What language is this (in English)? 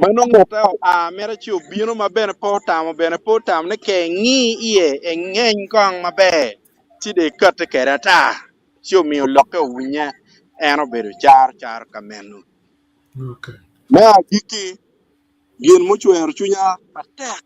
Acoli